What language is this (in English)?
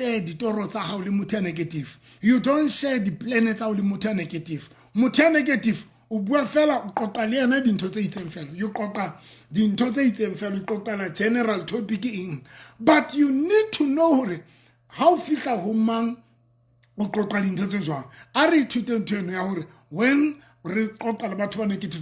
Southern Sotho